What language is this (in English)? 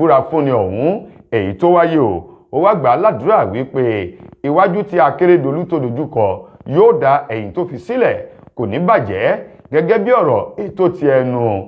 Yoruba